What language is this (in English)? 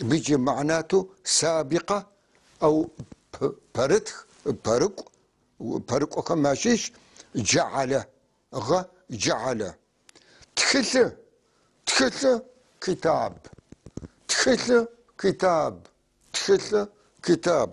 North Levantine Arabic